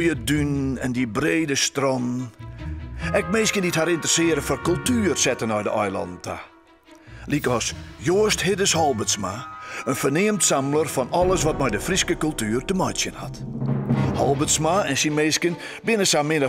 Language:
Western Frisian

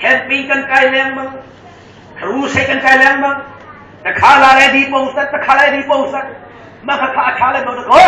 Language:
Hakha Chin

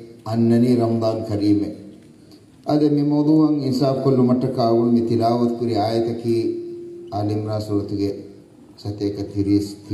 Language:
Divehi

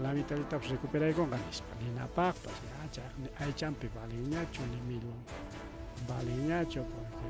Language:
Ayacucho Quechua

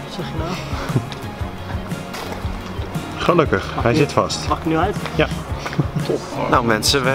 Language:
Dutch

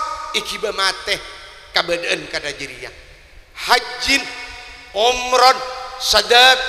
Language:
Madurese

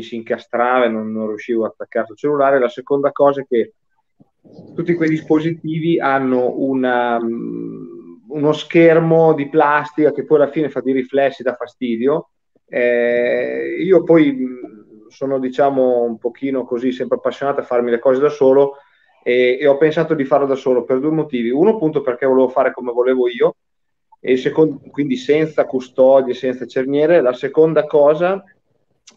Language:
Italian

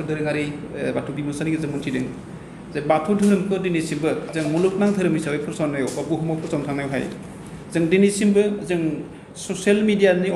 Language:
Bodo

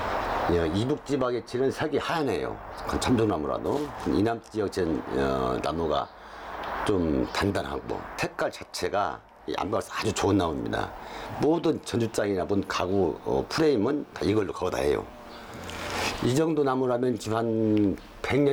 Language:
Korean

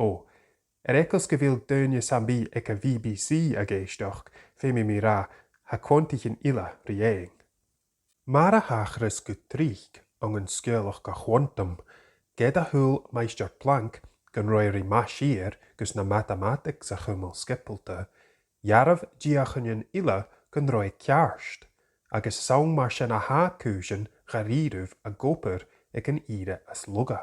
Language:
Scottish Gaelic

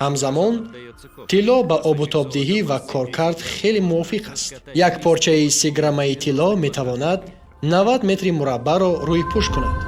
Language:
Tajik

